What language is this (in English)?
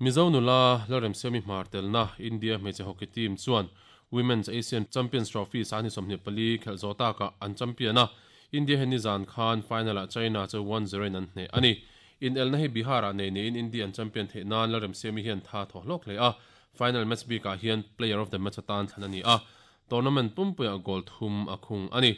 Mizo